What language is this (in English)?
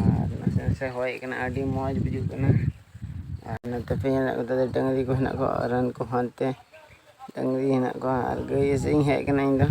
Santali